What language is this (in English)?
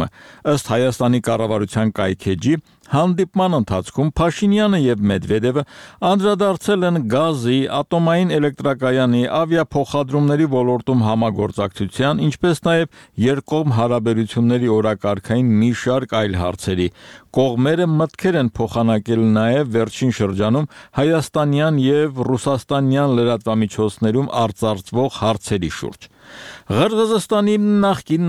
Armenian